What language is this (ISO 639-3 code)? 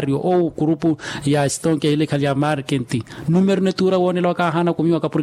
vmw